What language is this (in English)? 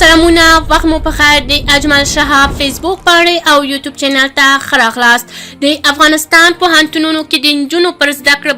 Pashto